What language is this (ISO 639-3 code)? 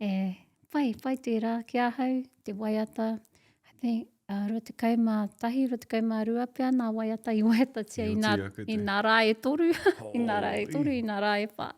mri